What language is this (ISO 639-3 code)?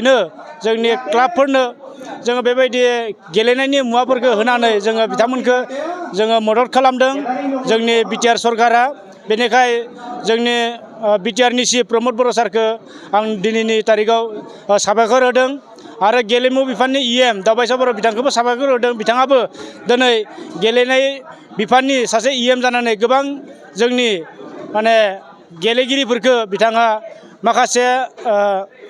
brx